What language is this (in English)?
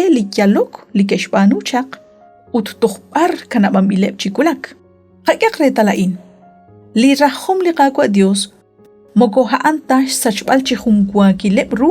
Kekchí